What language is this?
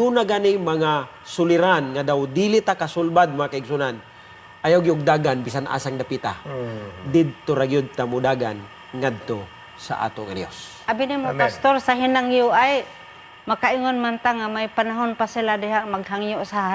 Cebuano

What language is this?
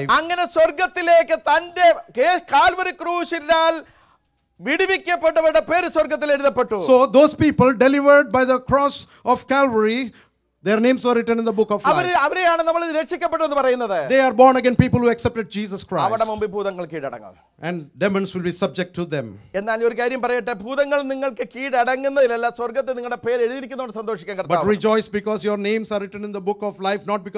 Malayalam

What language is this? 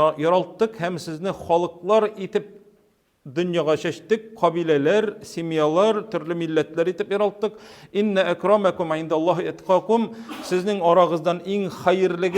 Tatar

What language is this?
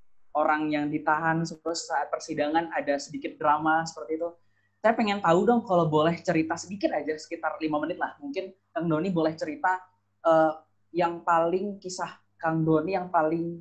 Indonesian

